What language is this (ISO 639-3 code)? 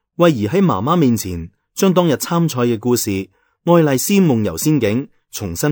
yue